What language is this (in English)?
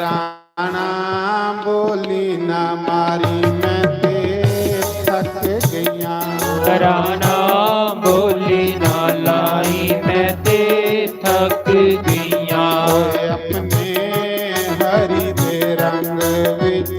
Dogri